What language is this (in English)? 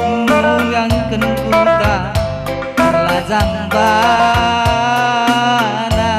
Batak Karo